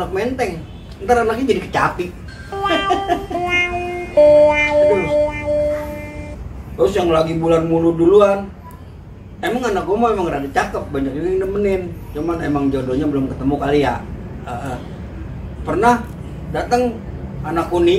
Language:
Betawi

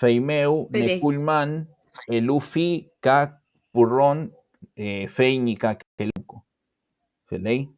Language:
Mapuche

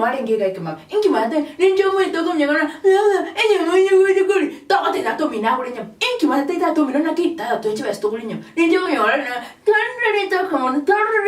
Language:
Gusii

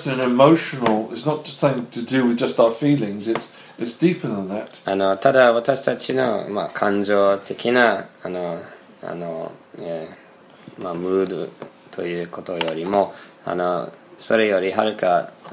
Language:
Japanese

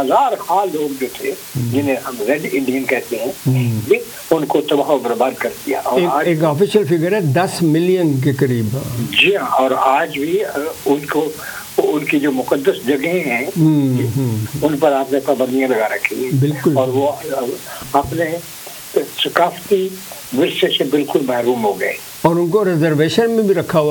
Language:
Urdu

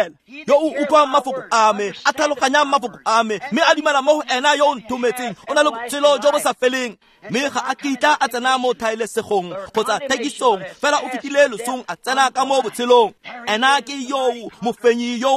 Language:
Tswana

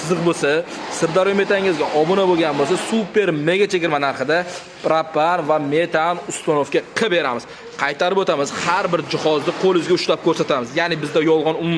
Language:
Uzbek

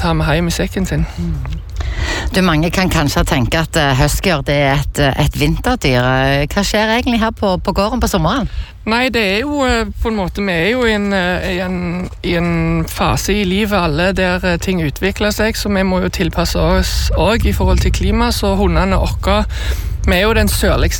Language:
Norwegian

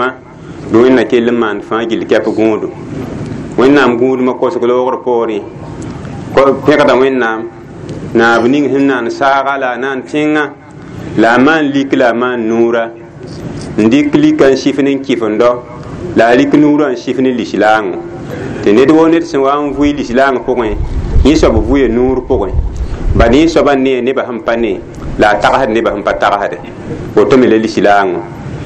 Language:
Mossi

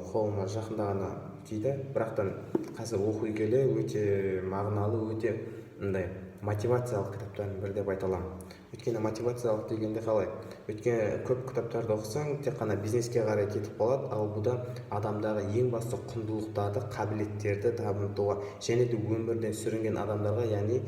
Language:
Kazakh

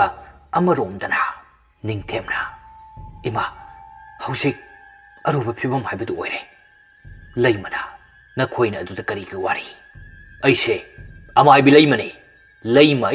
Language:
Manipuri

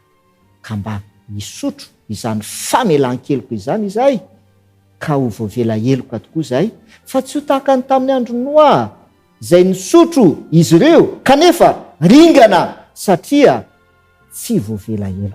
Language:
Malagasy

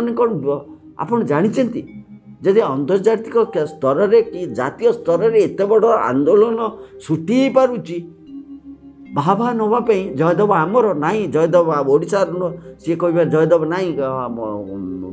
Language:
Odia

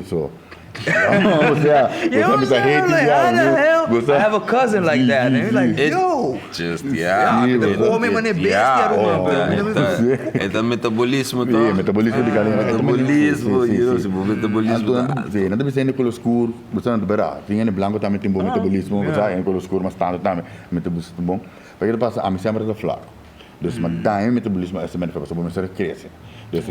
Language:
Papiamento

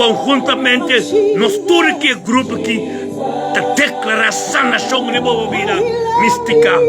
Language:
Papiamento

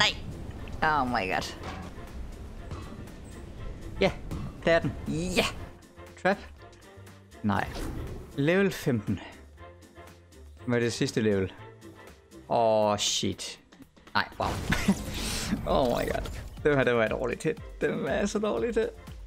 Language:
Danish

